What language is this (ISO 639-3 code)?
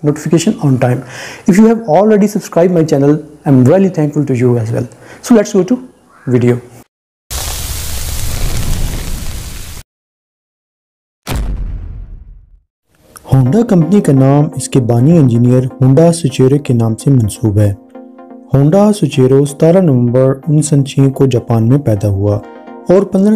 urd